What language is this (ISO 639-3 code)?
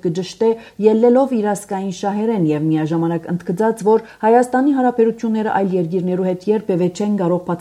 hye